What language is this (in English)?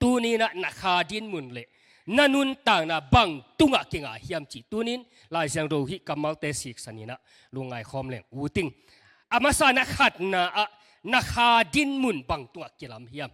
Tedim Chin